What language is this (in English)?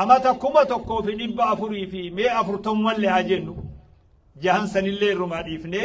Oromo